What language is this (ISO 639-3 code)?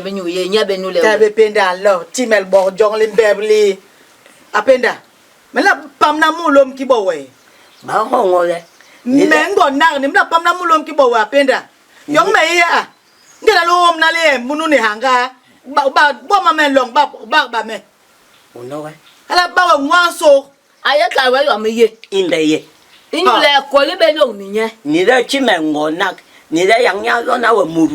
bas